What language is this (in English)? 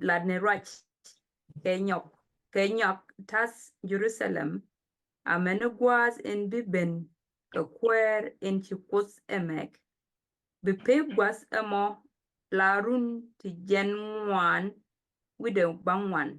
Nuer